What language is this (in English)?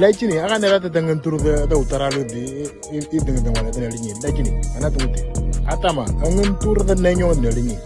Moro